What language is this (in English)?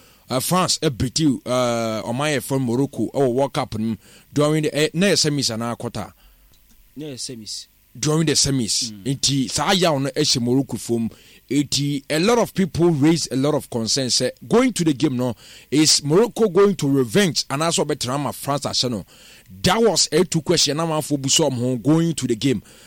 Akan